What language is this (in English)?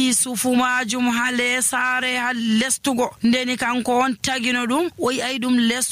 Nigerian Fulfulde